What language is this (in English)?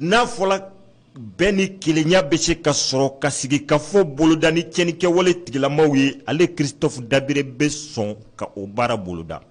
Bambara